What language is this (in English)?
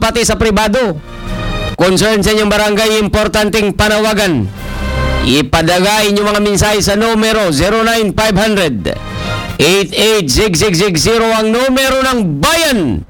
Aklanon